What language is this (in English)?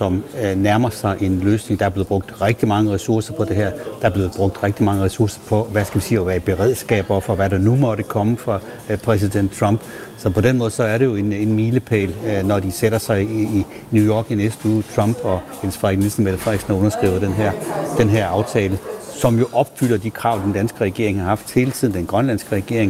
Danish